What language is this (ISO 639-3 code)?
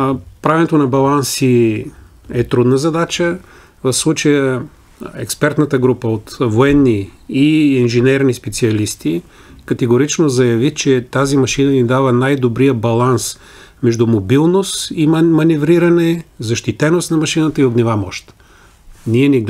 bul